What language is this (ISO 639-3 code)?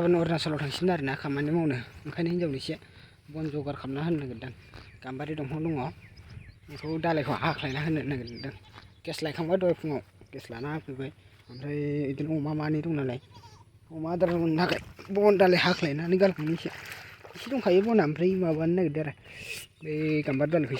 brx